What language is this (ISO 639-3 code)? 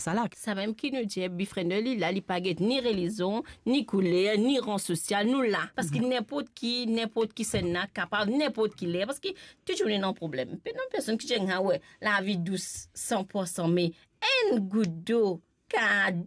mfe